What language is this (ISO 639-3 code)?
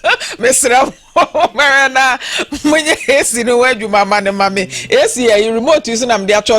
aka